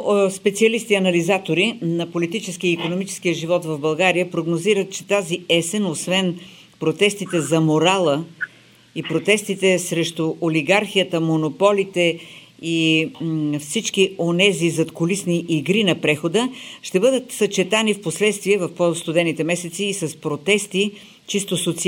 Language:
Bulgarian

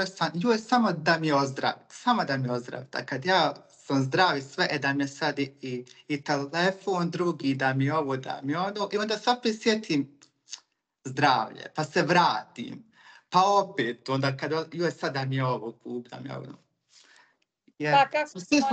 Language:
Bosnian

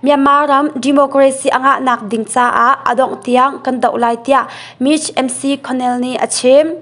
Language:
Hakha Chin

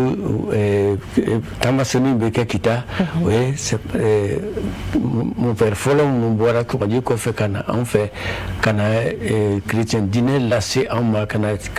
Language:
Bambara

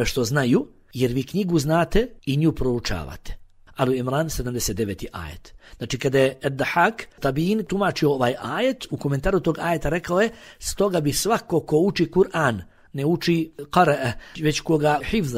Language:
Bosnian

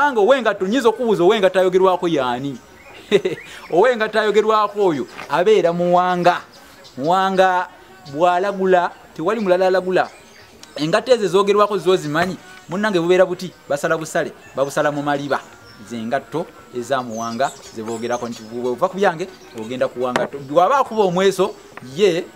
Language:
Ganda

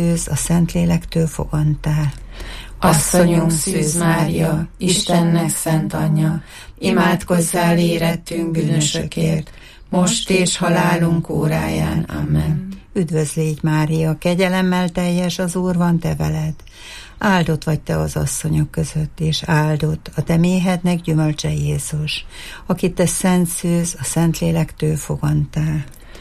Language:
Hungarian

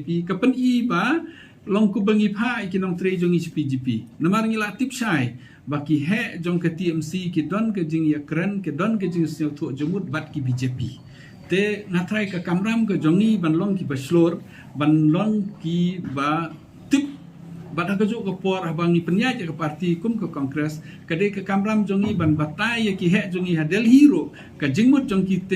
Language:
Khasi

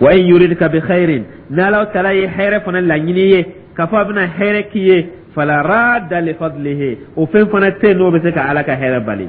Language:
Dyula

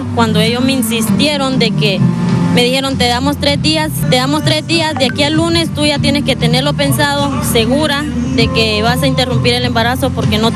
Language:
Spanish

